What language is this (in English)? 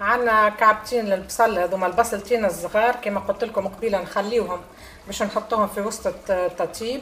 Tunisian Arabic